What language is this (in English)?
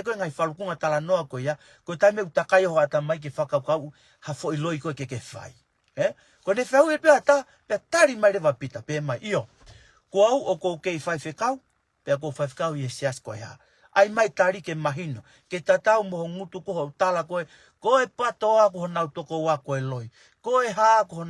Tongan